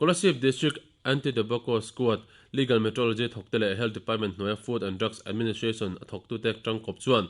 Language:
Mizo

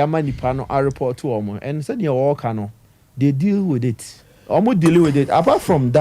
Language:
Akan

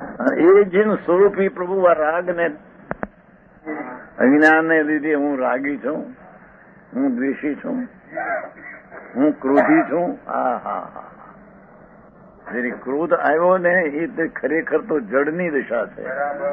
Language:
Gujarati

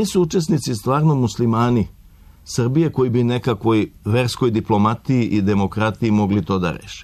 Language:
Serbian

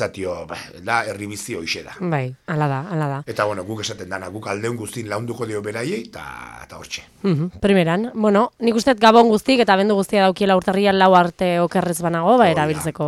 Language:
Basque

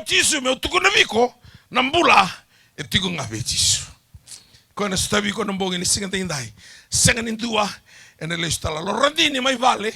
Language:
Fijian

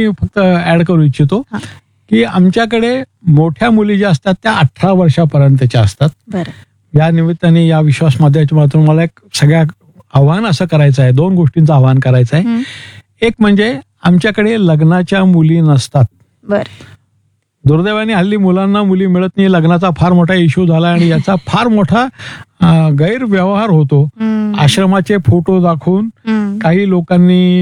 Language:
Marathi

